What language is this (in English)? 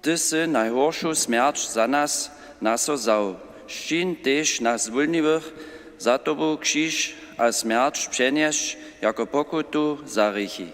Upper Sorbian